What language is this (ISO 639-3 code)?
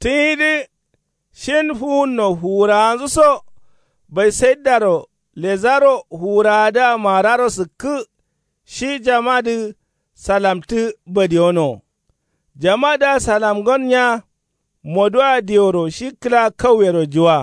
kau